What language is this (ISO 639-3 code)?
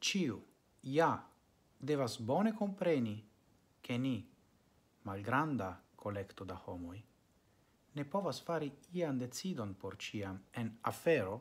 epo